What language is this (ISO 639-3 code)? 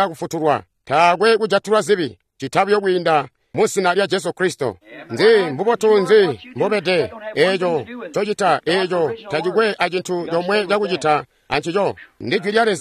toi